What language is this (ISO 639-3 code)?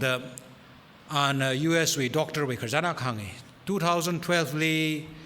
nmf